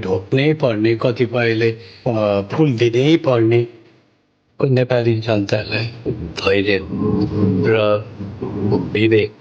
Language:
Nepali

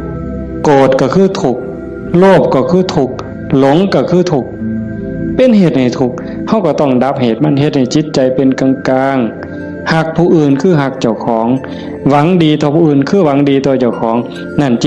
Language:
Northeastern Thai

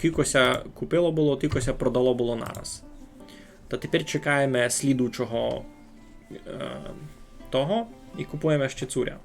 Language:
Rusyn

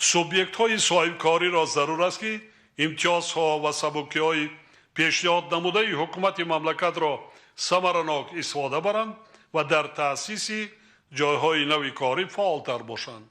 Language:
Tajik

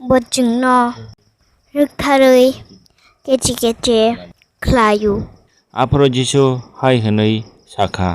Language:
Kok Borok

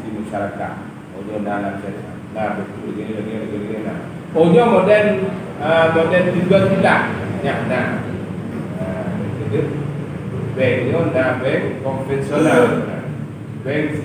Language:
Achinese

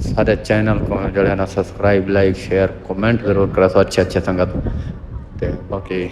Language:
Saraiki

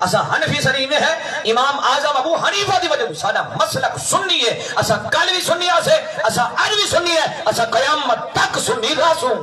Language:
Saraiki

